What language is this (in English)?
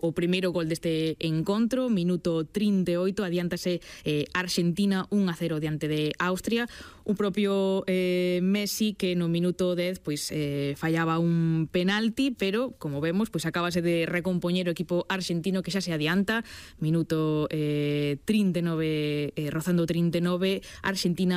Galician